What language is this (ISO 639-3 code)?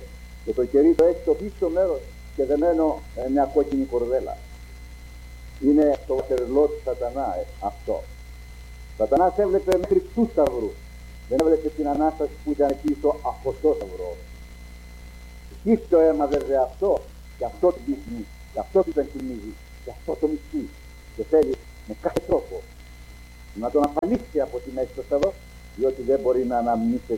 ell